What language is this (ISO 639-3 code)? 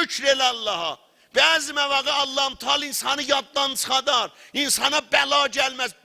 azb